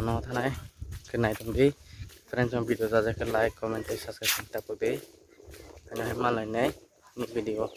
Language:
Kok Borok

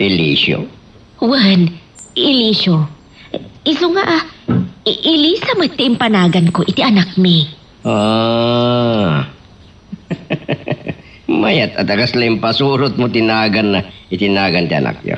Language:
Iloko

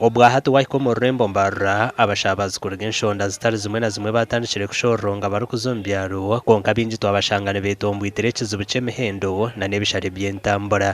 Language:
Nyankole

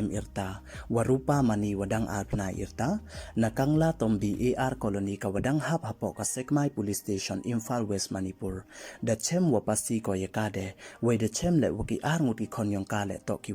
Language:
Pnar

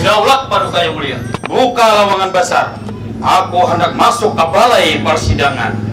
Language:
Banjar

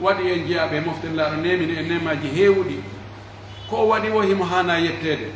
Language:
Pular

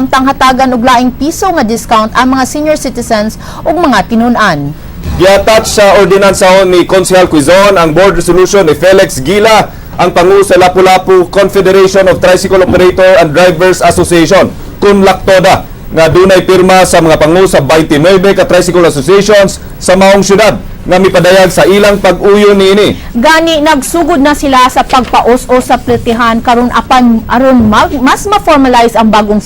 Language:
Cebuano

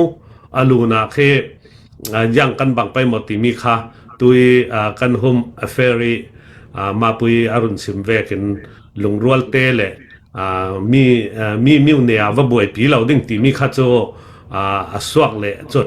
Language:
Falam Chin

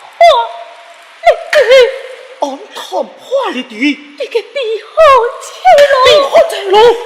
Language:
Pu-Xian Chinese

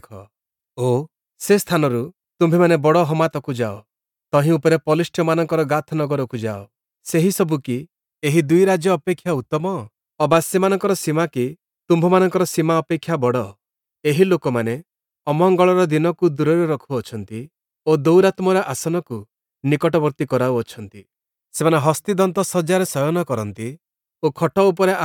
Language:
Odia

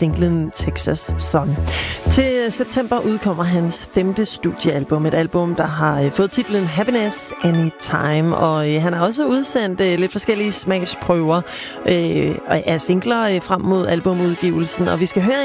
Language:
Danish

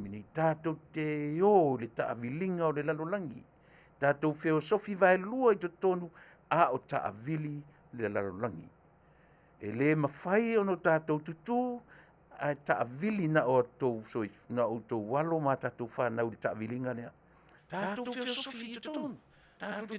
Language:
Samoan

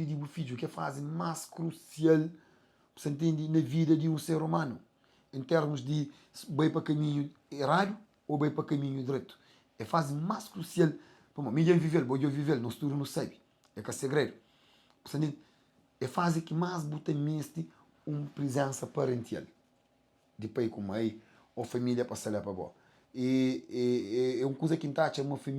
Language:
Kabuverdianu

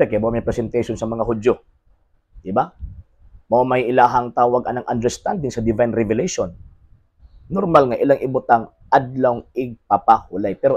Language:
Cebuano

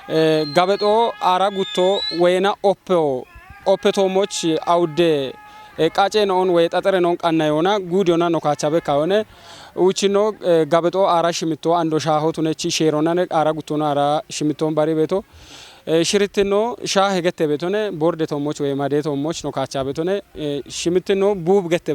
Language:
Kafa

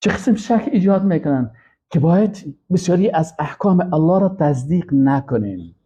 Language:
Persian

